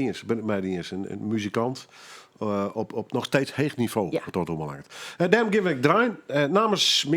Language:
Western Frisian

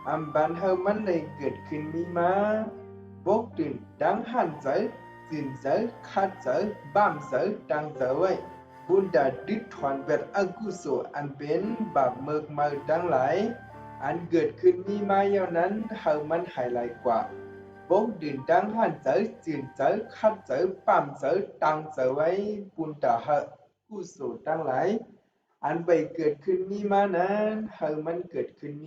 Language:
Shan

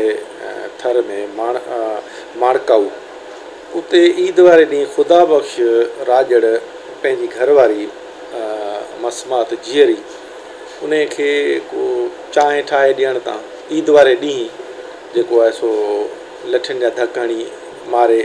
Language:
Sindhi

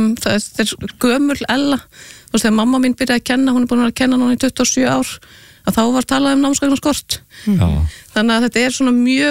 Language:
Icelandic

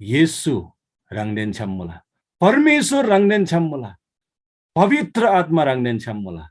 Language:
Eastern Tamang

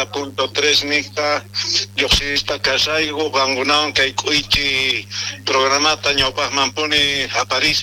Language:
South Bolivian Quechua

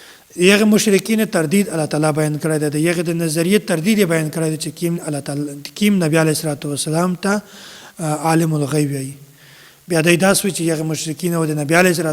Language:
Pashto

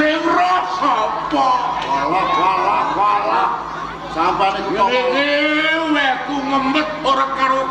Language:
Javanese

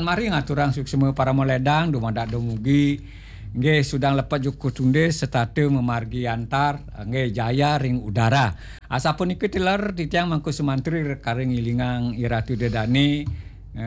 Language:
Balinese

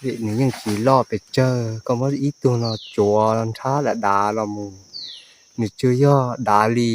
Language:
Hmong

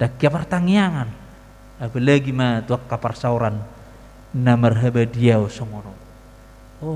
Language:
Batak Toba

